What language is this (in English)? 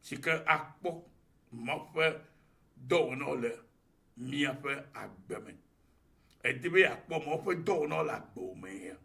Ewe